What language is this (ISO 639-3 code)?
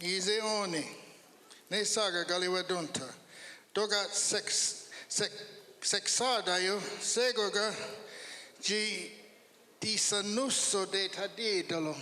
moh